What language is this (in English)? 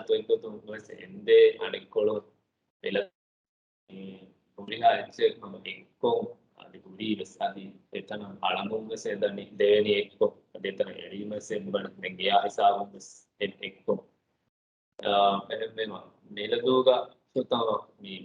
Divehi